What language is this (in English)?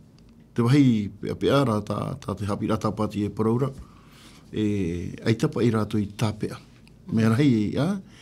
Tahitian